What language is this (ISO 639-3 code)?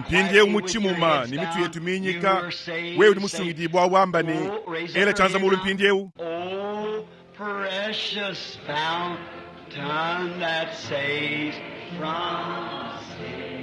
lua